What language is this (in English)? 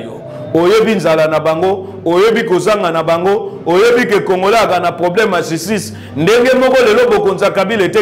Lingala